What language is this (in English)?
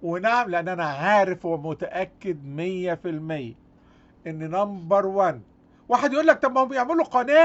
Egyptian Arabic